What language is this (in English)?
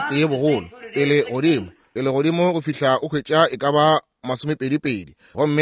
Northern Sotho